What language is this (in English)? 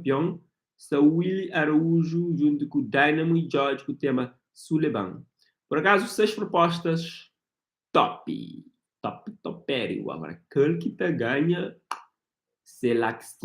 Kabuverdianu